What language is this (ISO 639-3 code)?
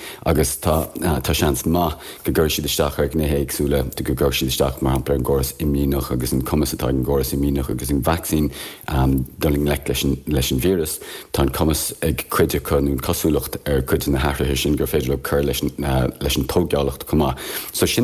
gle